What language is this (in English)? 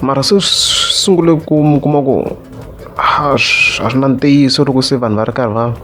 Tsonga